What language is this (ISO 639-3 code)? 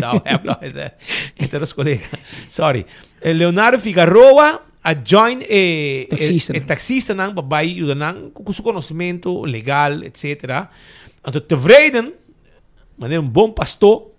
pap